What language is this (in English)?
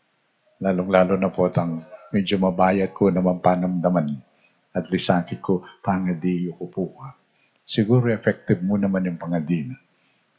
Pampanga